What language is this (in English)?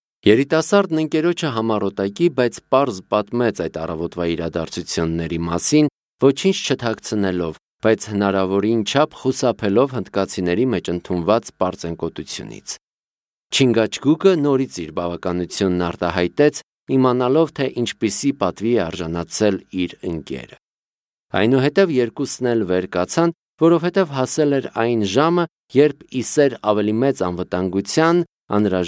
Armenian